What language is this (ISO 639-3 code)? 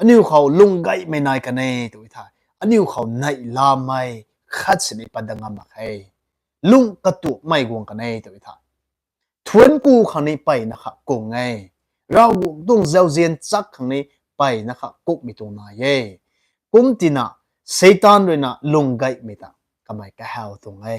nbu